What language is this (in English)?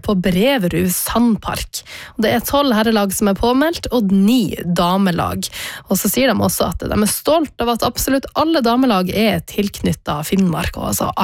Norwegian